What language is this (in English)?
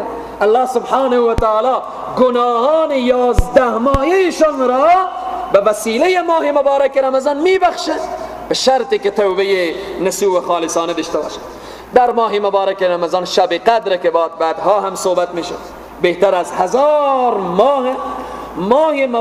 Persian